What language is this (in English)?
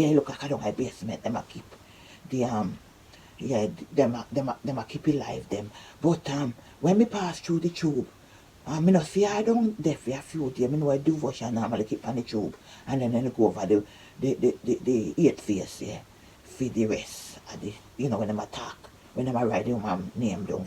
Jamaican Creole English